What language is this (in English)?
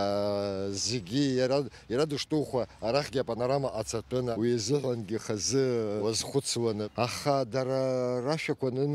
Abkhazian